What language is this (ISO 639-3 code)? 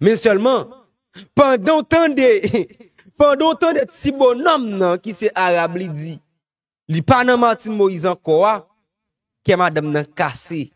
hat